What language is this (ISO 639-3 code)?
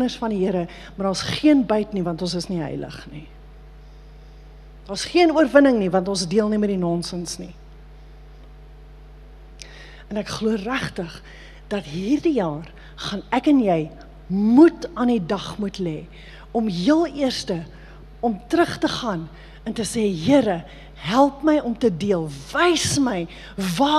afr